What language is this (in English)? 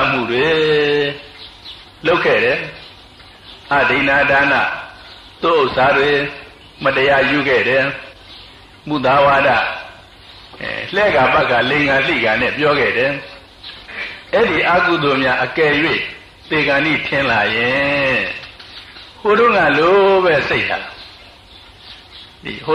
Burmese